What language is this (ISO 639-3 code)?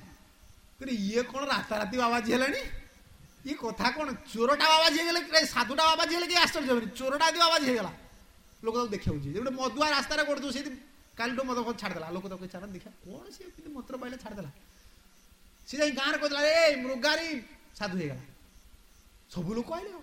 ori